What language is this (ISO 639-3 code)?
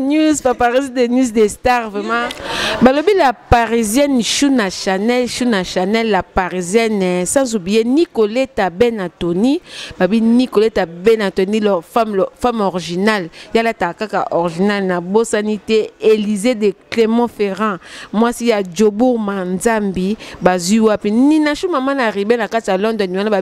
lin